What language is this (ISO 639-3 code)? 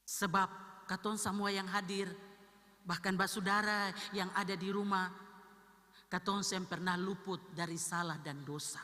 abs